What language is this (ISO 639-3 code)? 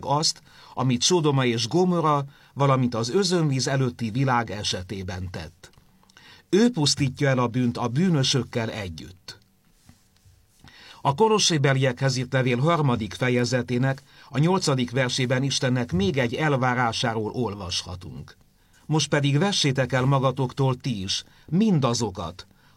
hun